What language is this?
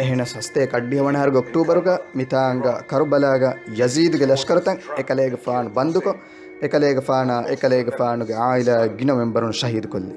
Divehi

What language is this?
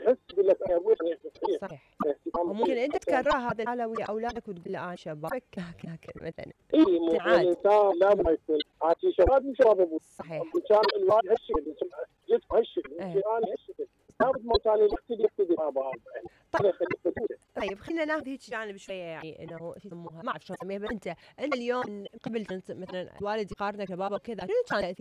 Mesopotamian Arabic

